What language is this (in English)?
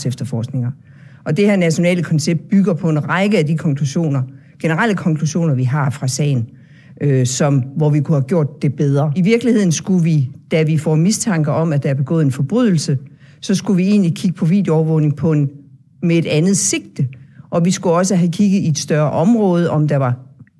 Danish